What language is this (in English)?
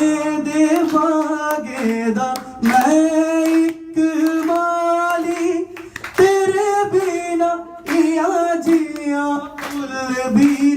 Dogri